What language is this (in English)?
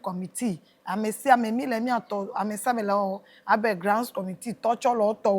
Ewe